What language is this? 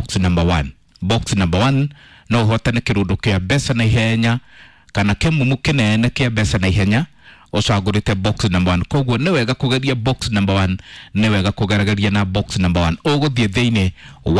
Kikuyu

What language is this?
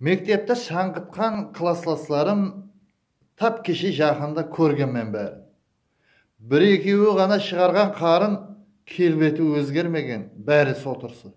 Kara-Kalpak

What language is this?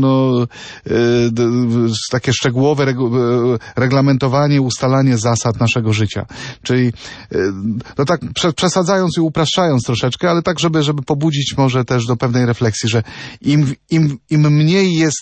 Polish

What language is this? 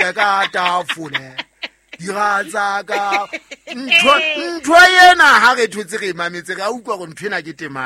Southern Sotho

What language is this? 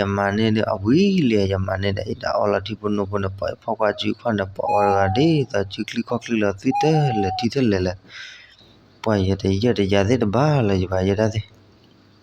S'gaw Karen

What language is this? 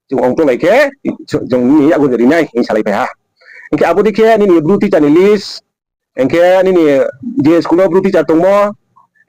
Riang (India)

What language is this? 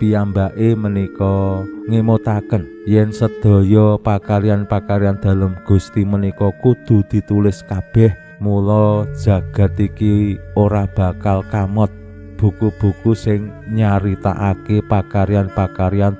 Javanese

